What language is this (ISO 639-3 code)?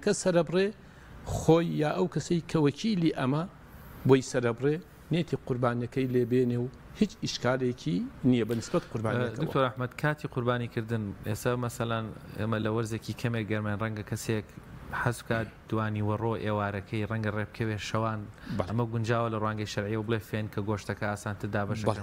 ckb